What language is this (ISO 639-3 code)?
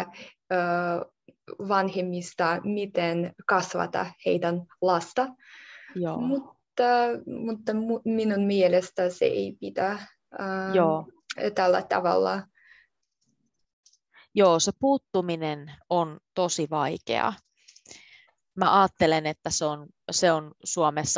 fin